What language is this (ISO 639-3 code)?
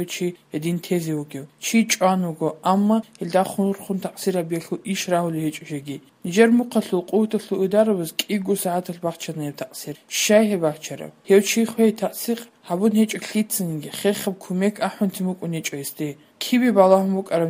ava